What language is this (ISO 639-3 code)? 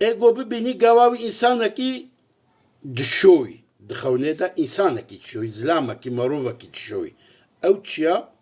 kur